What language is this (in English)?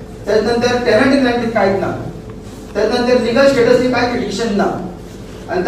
Konkani